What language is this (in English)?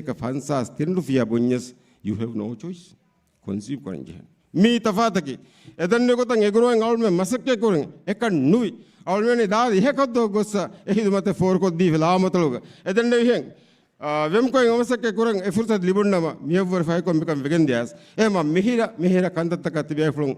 Divehi